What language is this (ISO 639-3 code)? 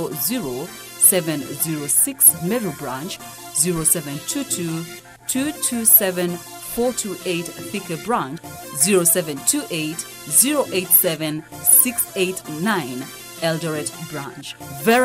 kam